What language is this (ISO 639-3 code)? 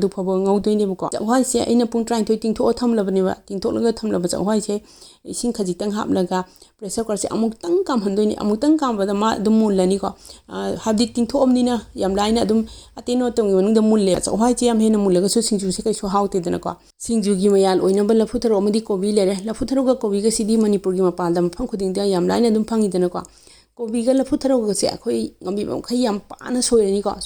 mni